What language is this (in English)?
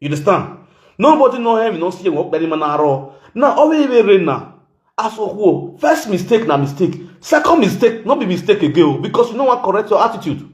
Nigerian Pidgin